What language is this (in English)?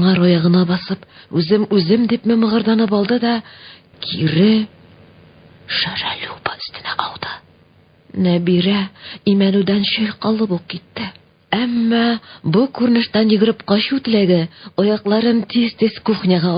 Tatar